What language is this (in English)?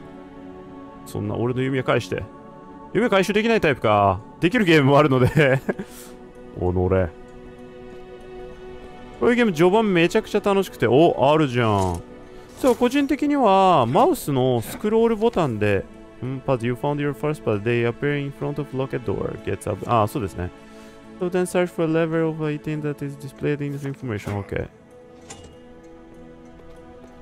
Japanese